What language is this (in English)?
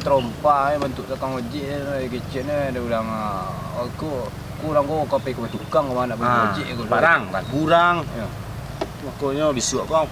Minangkabau